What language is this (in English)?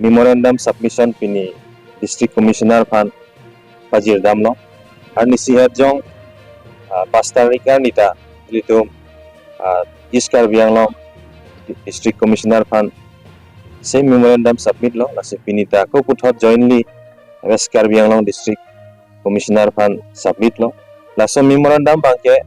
Karbi